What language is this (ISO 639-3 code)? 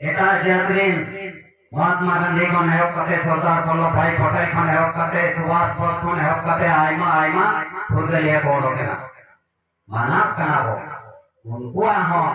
sat